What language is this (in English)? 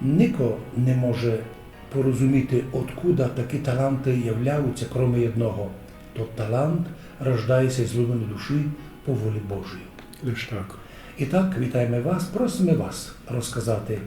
Rusyn